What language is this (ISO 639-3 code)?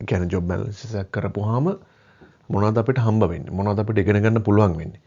sin